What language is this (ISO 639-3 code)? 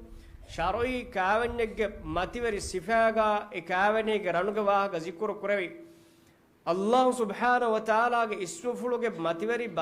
div